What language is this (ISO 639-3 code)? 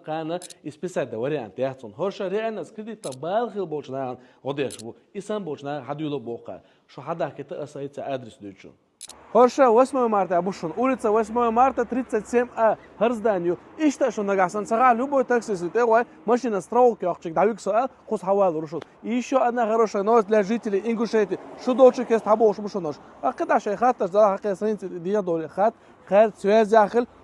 che